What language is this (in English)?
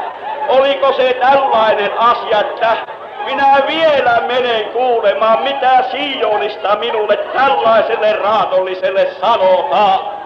Finnish